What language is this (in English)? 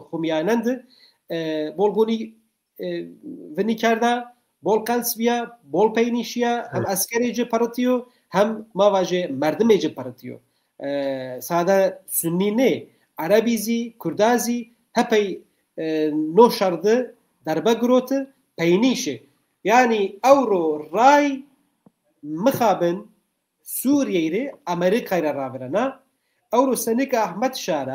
Zaza